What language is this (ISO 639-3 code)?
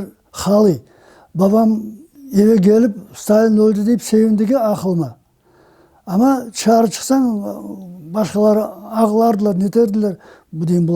crh